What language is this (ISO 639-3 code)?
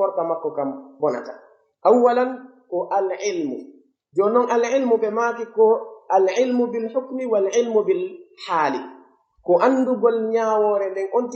fuf